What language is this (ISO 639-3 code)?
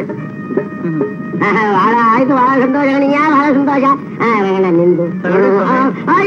kan